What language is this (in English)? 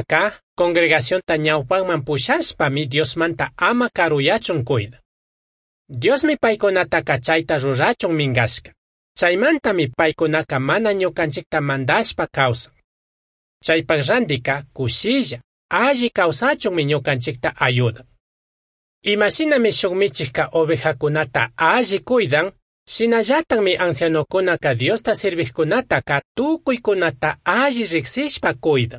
Chimborazo Highland Quichua